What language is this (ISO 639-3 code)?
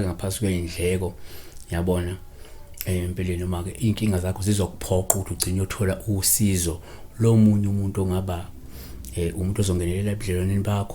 zul